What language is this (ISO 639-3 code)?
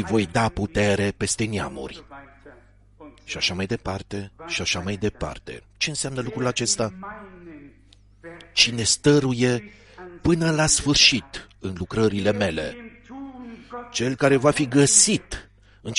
ron